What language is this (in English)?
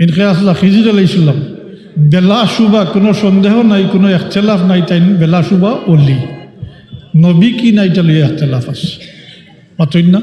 Sylheti